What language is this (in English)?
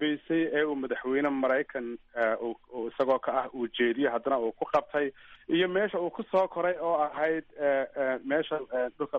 Somali